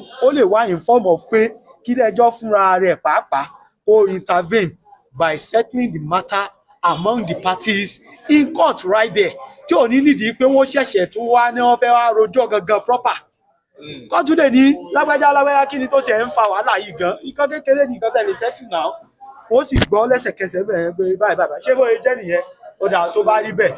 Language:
Yoruba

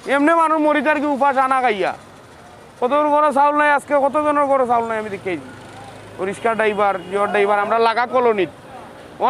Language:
Sylheti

